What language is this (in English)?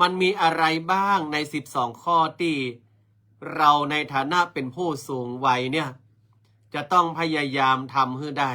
Northern Thai